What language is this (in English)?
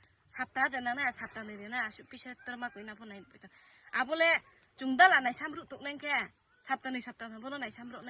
Riang (India)